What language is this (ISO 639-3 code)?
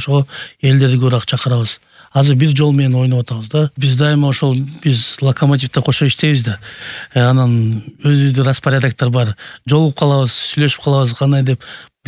kir